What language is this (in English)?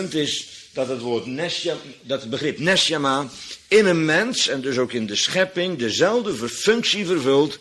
Dutch